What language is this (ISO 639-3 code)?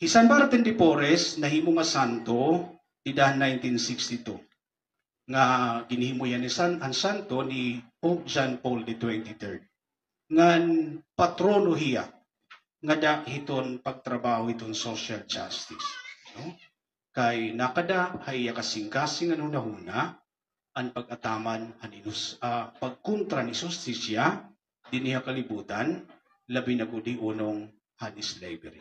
war